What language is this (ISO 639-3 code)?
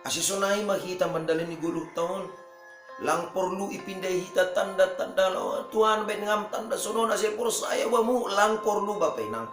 bts